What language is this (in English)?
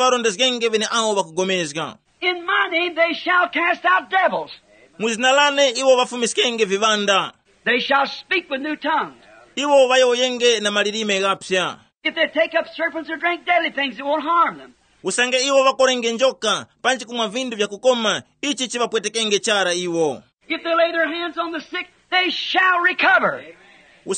Tumbuka